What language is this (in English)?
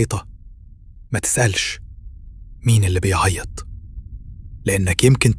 Egyptian Arabic